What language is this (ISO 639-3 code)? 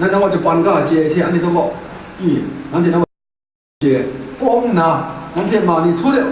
kac